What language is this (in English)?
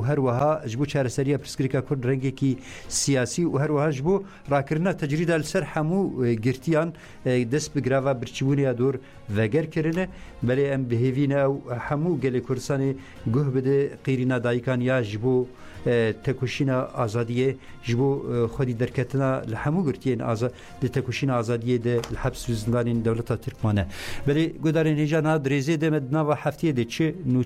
Kurdish